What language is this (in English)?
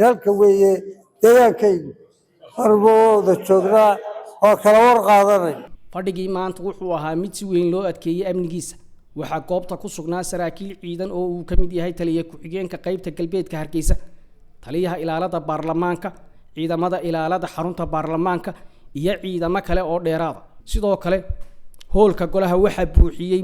Somali